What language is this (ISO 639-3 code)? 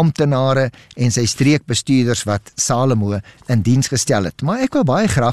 afr